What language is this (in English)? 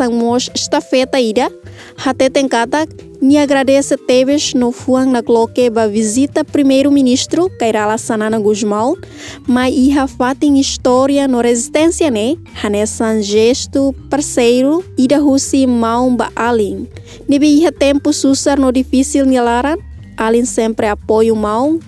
Tetum